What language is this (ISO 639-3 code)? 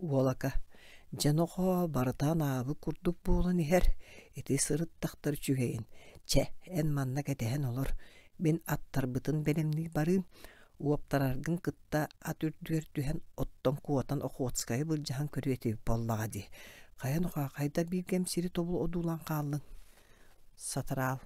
sah